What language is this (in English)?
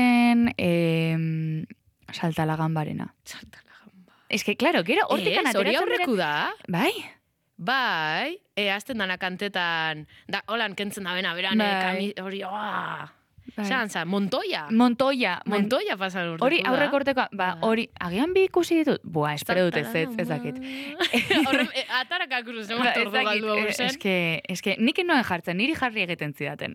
Basque